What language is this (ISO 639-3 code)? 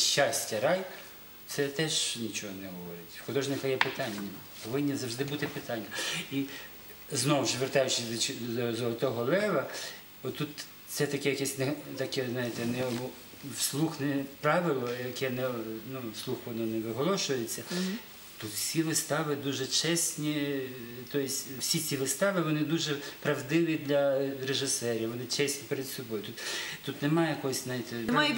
ukr